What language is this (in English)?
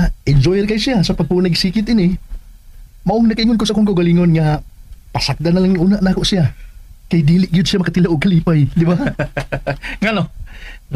Cebuano